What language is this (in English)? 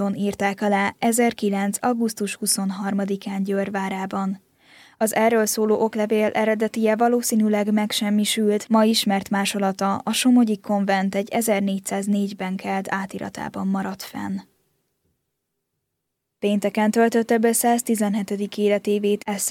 Hungarian